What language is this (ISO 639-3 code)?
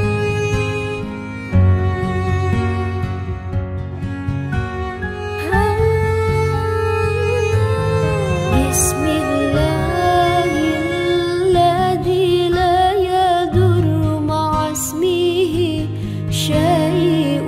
ara